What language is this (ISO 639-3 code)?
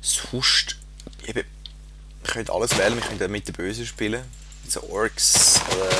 gsw